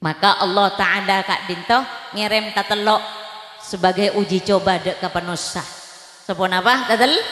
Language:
Madurese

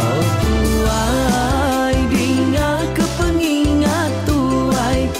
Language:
Iban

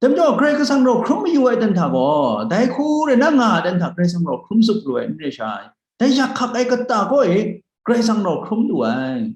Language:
Kachin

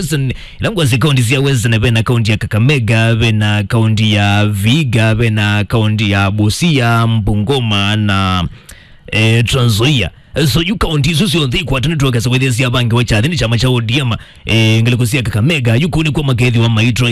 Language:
Kamba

